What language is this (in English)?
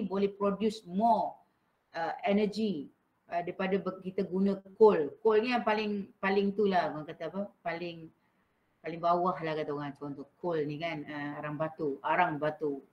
Malay